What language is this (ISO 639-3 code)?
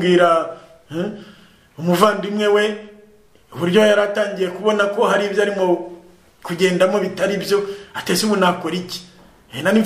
kin